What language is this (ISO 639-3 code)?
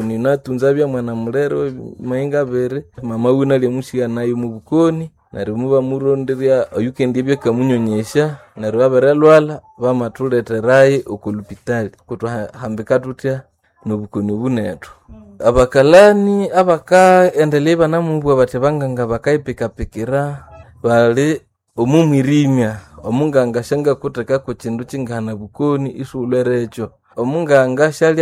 nnb